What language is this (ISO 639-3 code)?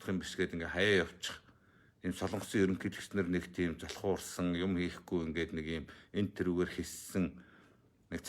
mon